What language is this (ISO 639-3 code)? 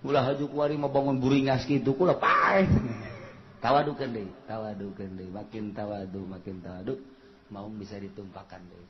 sun